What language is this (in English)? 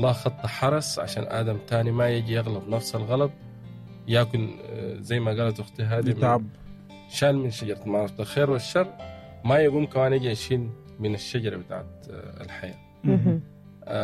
Sudanese Arabic